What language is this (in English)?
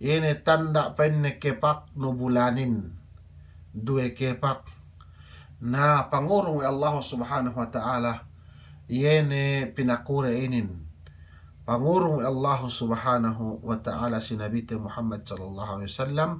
Yakan